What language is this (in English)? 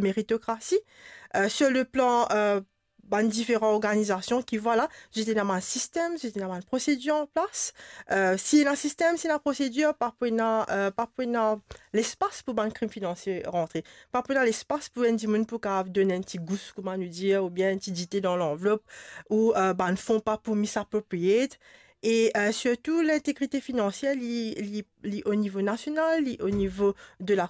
Morisyen